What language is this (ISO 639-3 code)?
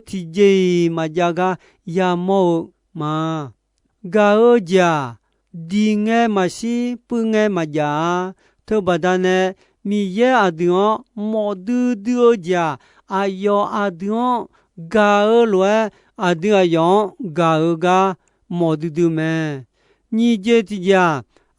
ahk